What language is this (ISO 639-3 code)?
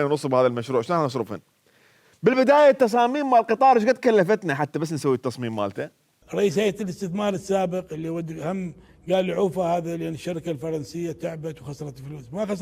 acm